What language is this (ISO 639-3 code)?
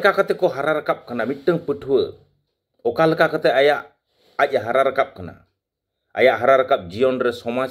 sat